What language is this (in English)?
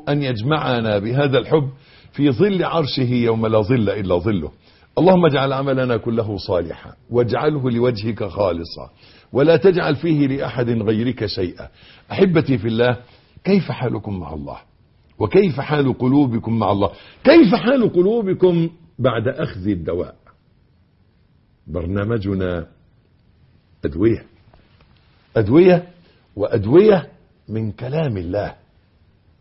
Arabic